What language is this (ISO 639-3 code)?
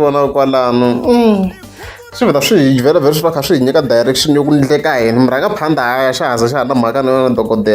tso